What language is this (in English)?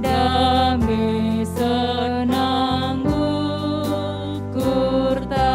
Batak Karo